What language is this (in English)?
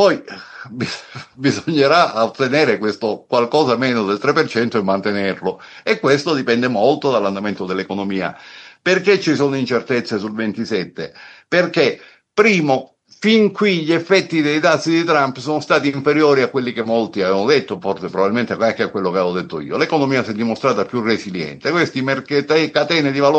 Italian